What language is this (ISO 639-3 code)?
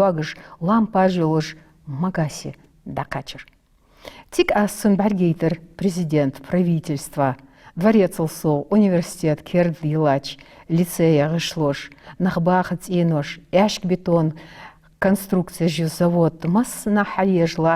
inh